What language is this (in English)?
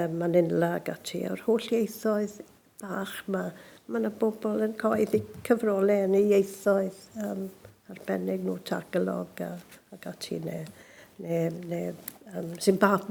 Welsh